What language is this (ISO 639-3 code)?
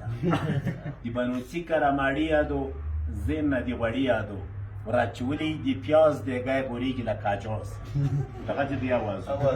pus